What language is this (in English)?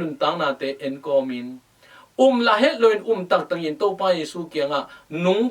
Tedim Chin